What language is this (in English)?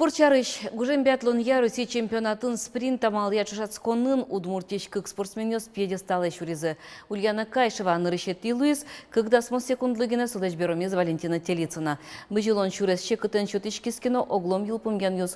Udmurt